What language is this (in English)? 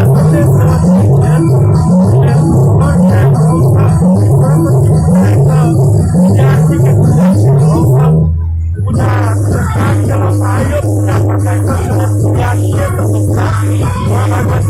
Maithili